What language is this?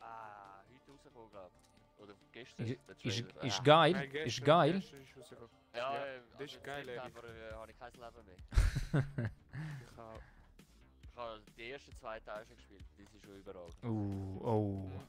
Swiss German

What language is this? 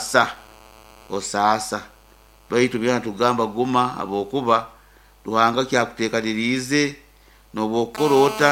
Nyoro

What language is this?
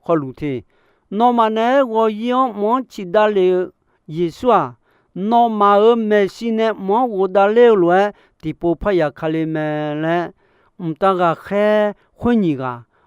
Akha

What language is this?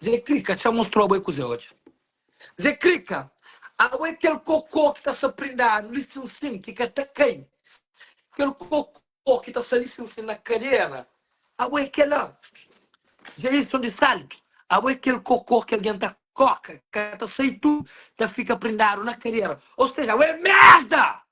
Kabuverdianu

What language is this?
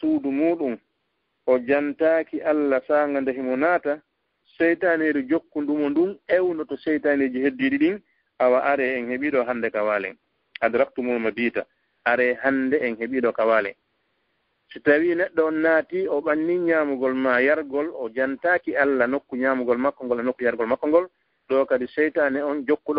Fula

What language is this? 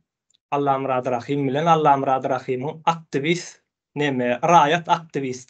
Turkmen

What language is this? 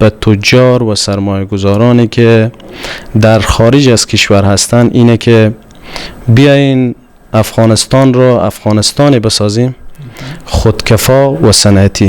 Persian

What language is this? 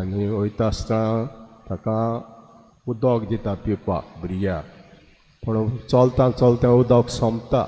Konkani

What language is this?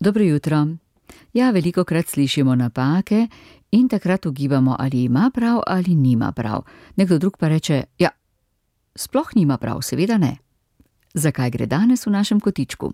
Slovenian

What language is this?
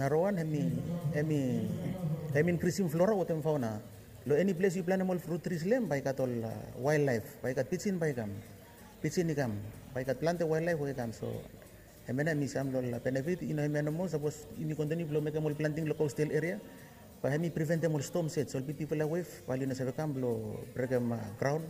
Bislama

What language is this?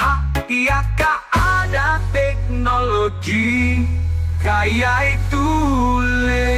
Banjar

